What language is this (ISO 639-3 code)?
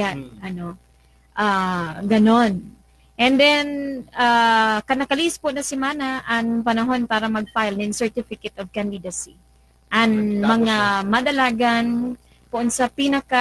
bik